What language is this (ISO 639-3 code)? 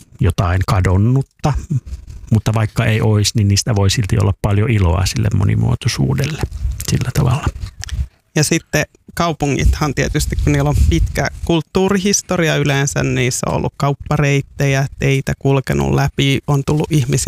fin